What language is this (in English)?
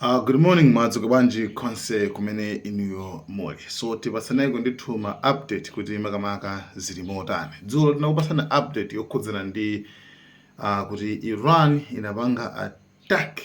Nyanja